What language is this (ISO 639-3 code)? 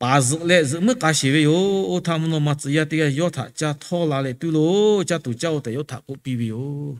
lhu